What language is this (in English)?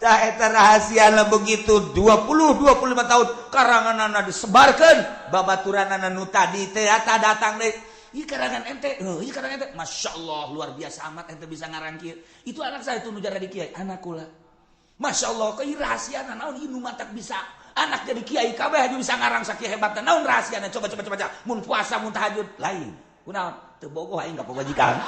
Sundanese